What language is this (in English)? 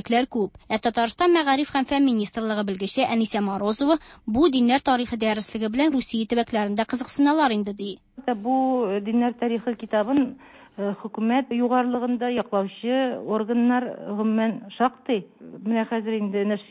Tatar